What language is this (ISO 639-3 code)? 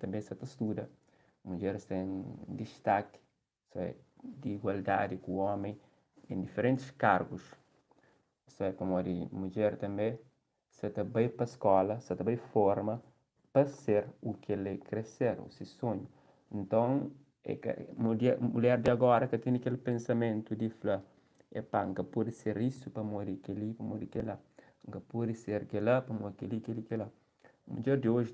kea